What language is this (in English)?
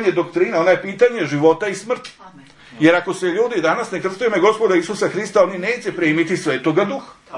Serbian